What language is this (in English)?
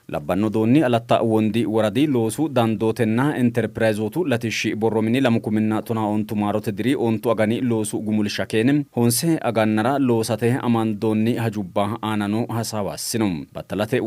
Sidamo